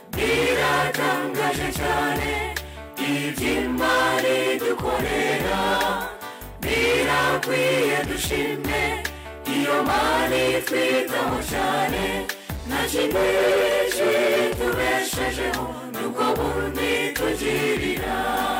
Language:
Kinyarwanda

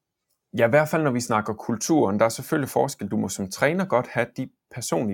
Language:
Danish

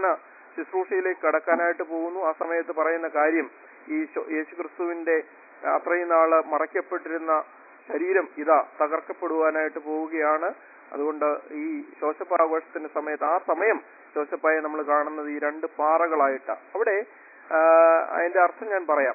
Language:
Malayalam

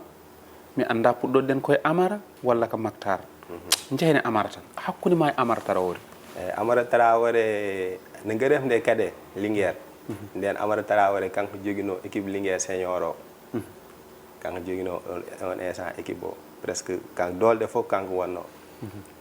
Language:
Fula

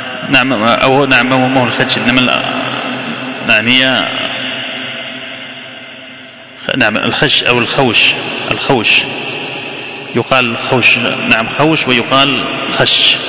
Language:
Arabic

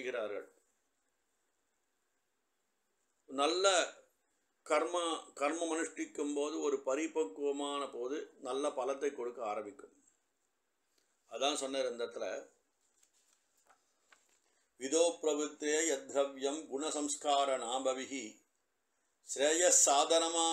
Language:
Tamil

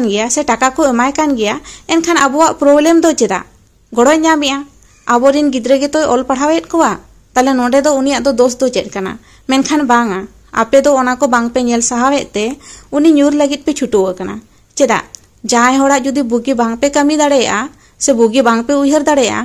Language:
Santali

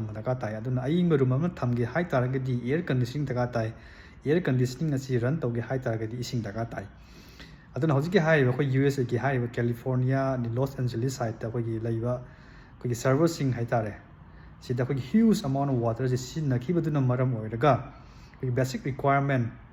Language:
Manipuri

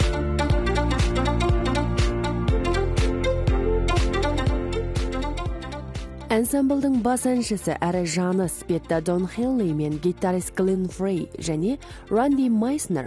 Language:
Kazakh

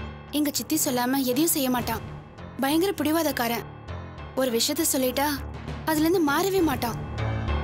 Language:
Tamil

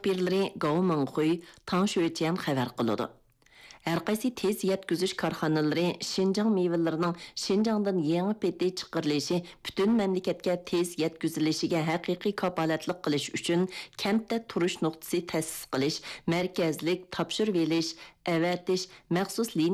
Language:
Uyghur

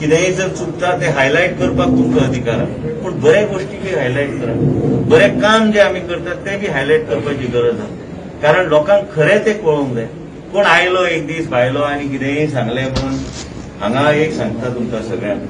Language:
Konkani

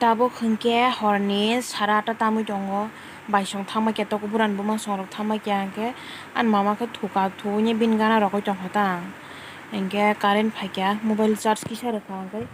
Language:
Kok Borok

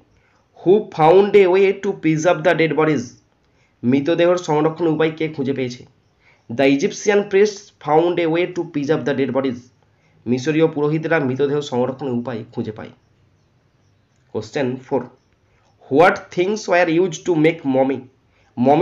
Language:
Bangla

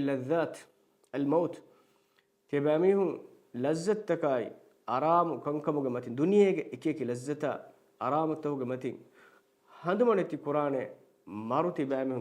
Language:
Divehi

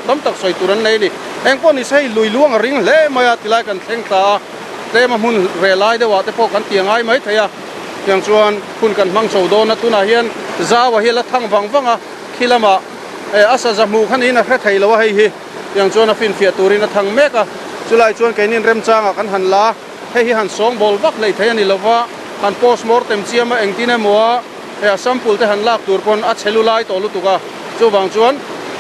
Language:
Mizo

